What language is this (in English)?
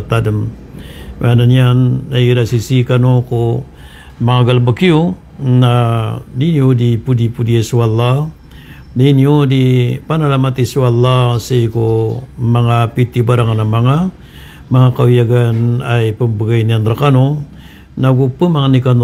Maranao